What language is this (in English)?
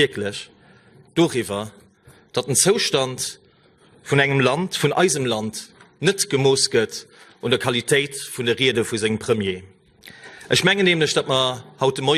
Luxembourgish